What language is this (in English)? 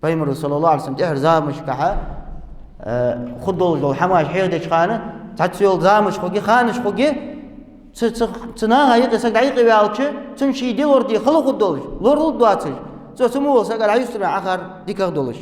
Ingush